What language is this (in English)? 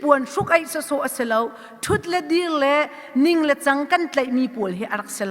Hakha Chin